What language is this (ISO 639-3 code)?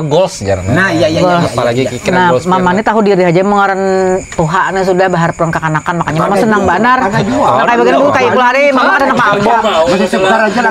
bjn